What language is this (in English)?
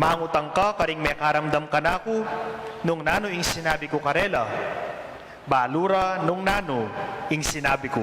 Pampanga